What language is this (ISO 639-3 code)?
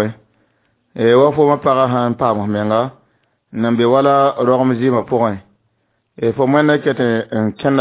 mos